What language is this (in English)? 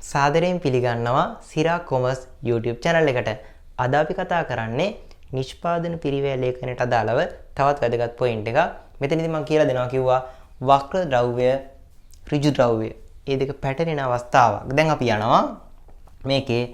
Sinhala